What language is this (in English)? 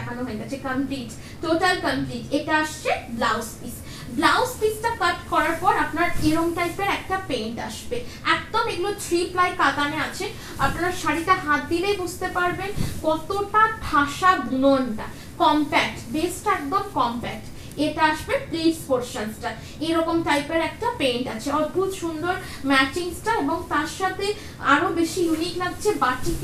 Bangla